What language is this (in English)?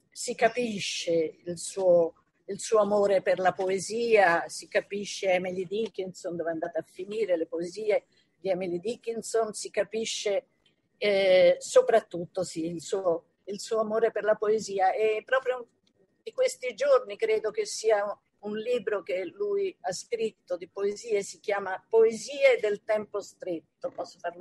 Italian